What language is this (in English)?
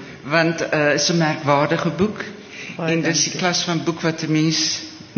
Afrikaans